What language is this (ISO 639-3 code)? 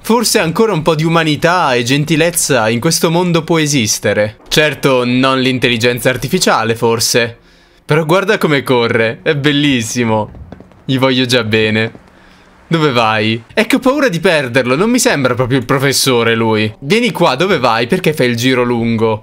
ita